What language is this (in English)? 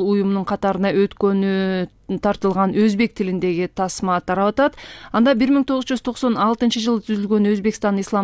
Kyrgyz